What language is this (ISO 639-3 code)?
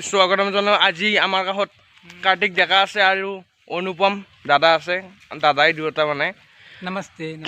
asm